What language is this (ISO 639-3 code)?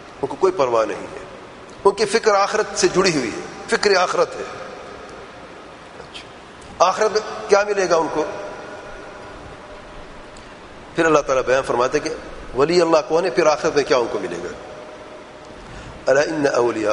urd